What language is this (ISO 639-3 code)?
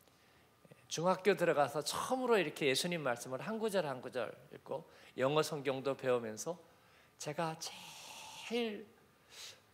kor